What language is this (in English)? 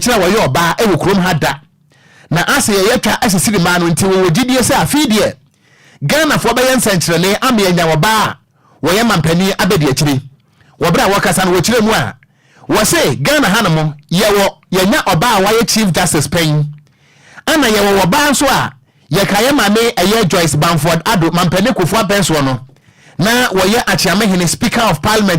Akan